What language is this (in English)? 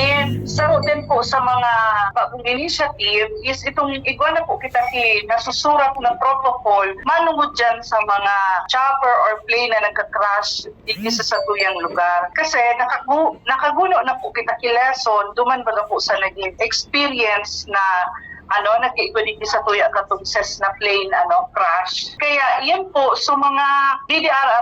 Bikol